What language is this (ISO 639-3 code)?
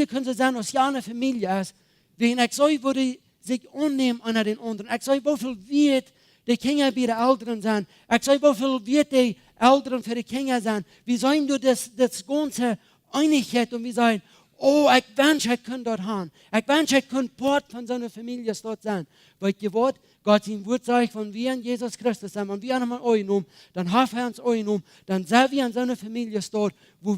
pdt